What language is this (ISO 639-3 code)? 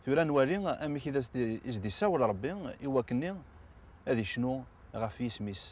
kab